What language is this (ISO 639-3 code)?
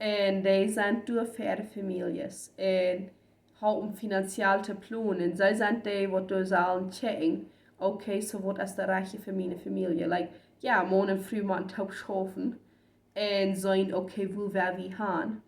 pdt